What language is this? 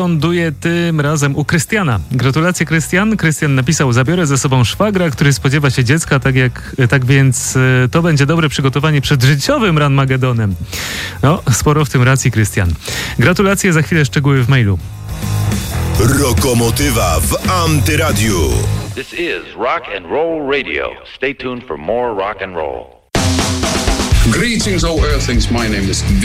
Polish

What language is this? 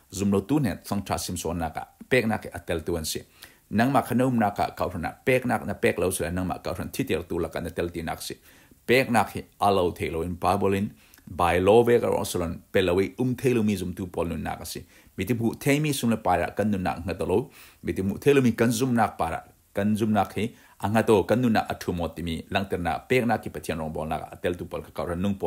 Falam Chin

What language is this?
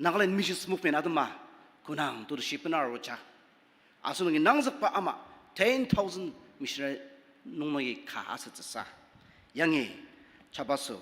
Ao Naga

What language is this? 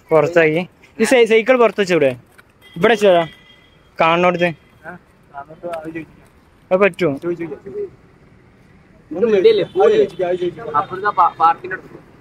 Malayalam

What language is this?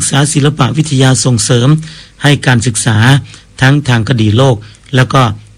Thai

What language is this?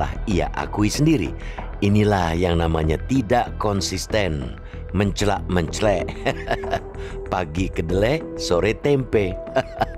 Indonesian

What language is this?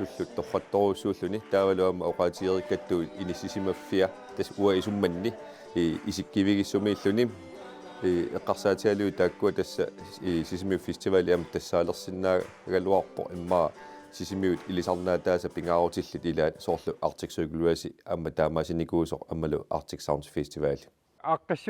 Kalaallisut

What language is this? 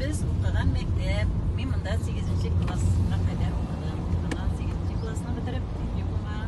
Tatar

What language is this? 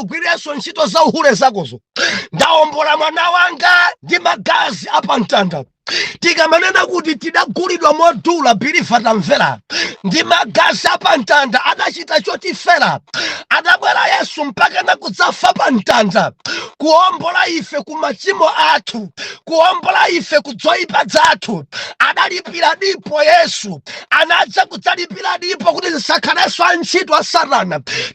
Nyanja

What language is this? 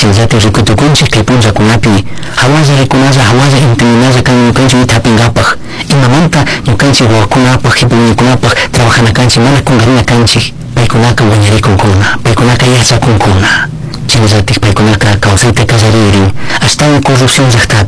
Chimborazo Highland Quichua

